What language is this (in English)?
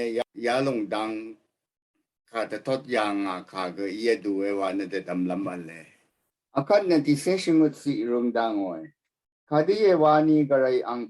Rawang